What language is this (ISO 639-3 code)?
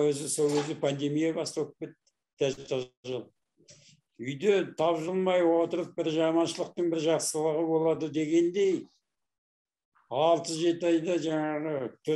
kaz